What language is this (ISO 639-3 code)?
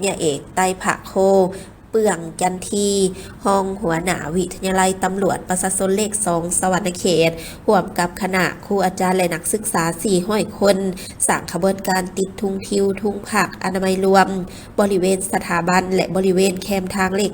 lao